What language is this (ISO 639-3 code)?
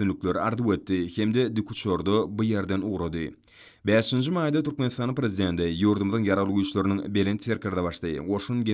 tuk